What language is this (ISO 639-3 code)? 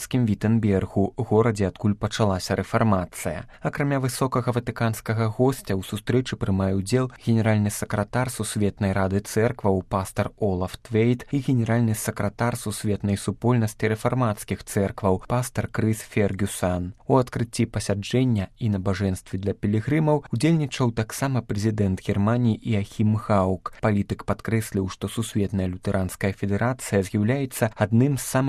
bel